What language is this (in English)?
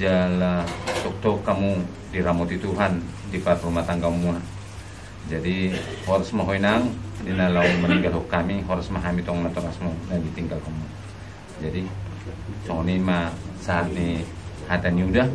Batak Toba